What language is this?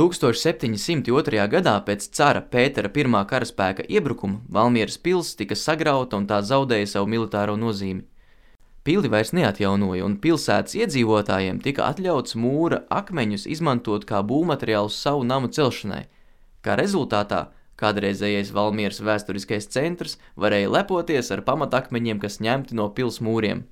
Latvian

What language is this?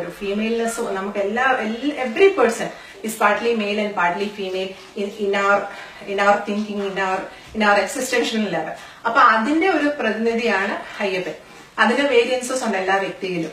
Malayalam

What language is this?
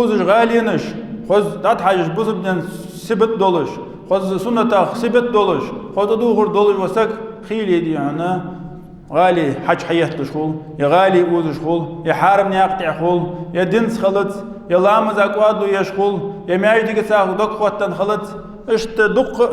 Ingush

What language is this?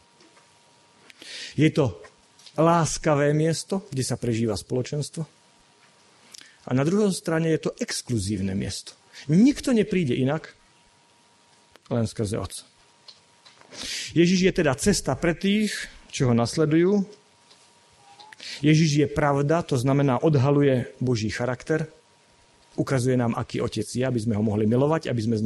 Slovak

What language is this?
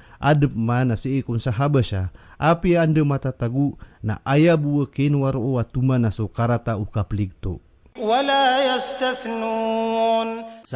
Maranao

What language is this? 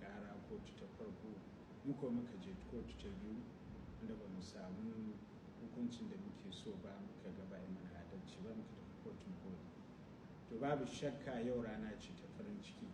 Hausa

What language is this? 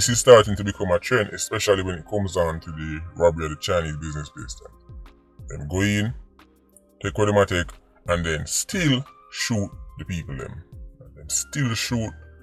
Jamaican Creole English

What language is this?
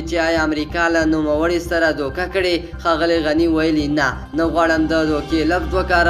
Pashto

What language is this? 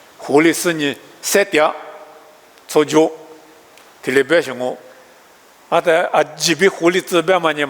Lisu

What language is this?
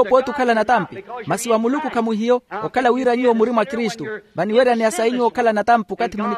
Makhuwa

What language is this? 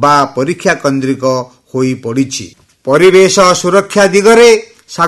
Odia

